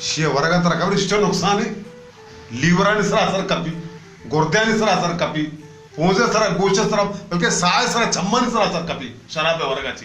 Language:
Baluchi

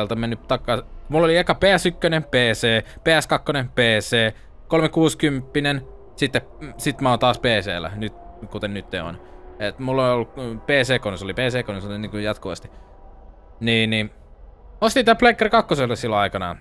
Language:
Finnish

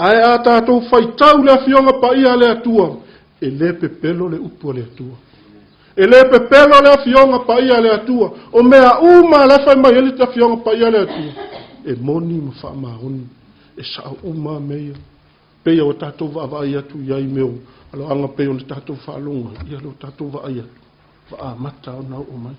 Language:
Samoan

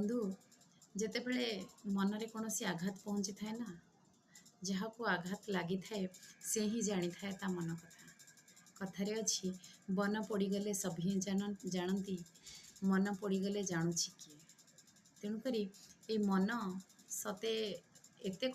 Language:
Odia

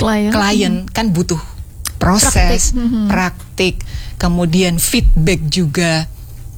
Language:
Indonesian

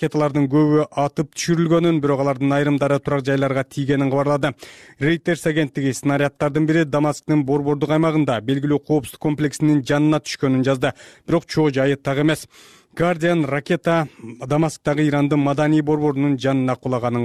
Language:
Kyrgyz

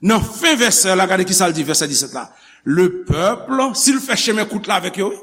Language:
Haitian Creole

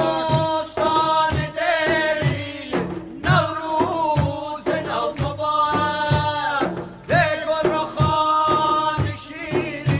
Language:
Tajik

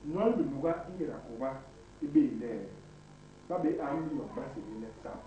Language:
Basaa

